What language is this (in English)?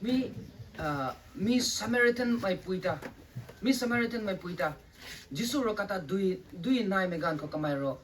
Rongmei Naga